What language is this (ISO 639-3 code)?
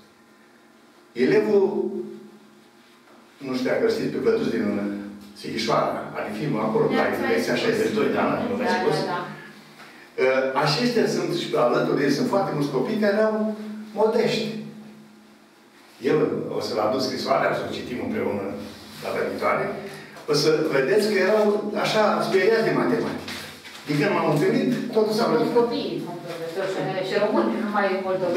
ron